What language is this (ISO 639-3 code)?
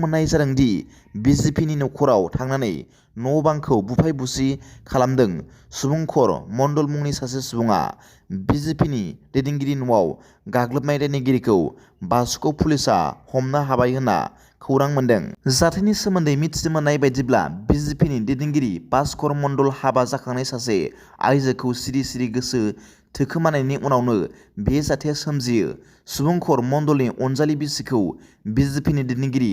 brx